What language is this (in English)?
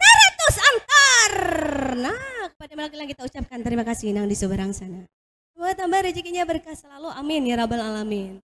Banjar